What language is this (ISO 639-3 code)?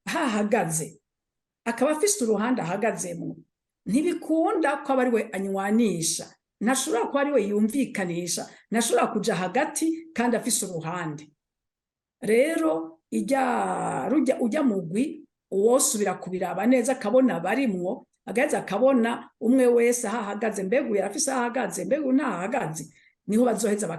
run